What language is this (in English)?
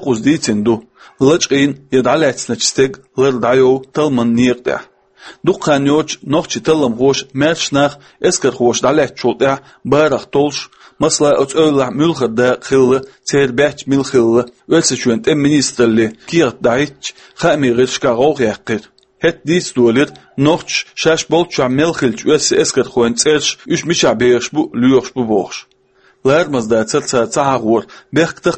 Chechen